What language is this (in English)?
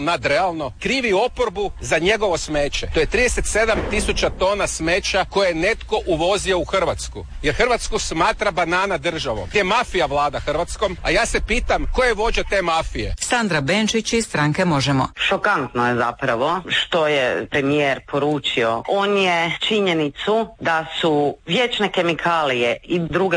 Croatian